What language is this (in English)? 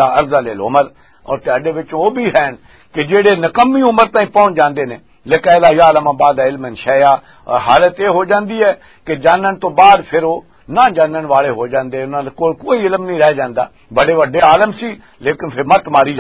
Western Panjabi